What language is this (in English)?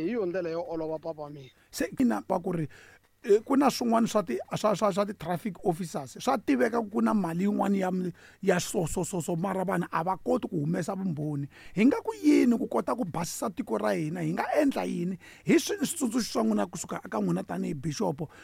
Tsonga